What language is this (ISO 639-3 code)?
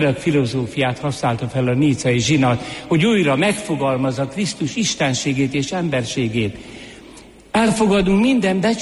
hun